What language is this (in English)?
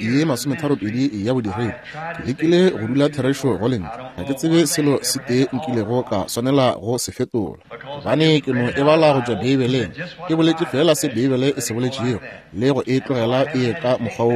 Northern Sotho